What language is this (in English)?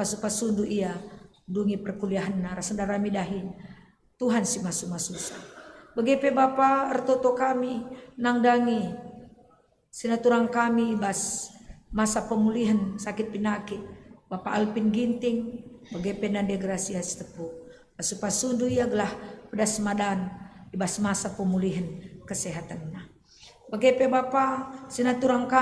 Batak Karo